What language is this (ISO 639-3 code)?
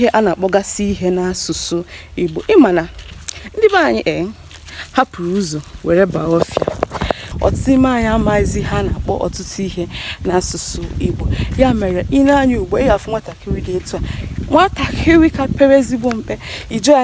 ibo